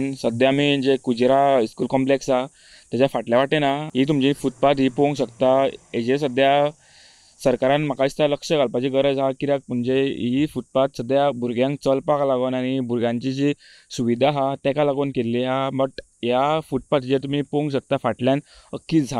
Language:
Konkani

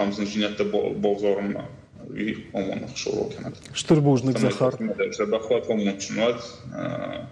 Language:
Ossetic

